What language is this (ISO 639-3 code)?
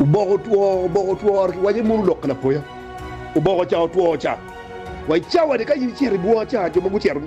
ach